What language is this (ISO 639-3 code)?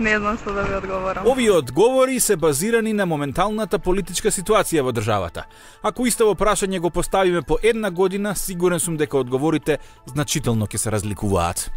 mkd